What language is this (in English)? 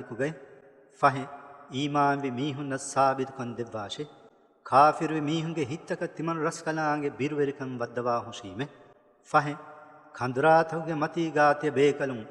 Divehi